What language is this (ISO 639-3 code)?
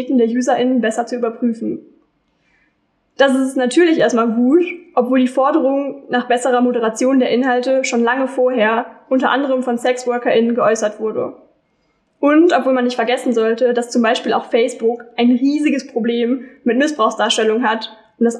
deu